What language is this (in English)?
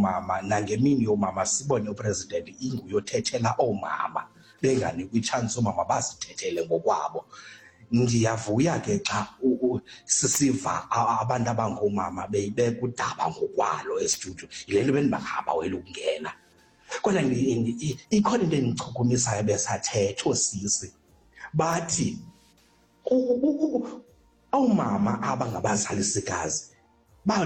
Xhosa